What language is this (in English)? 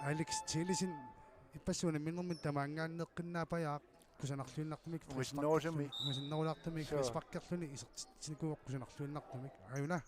Kalaallisut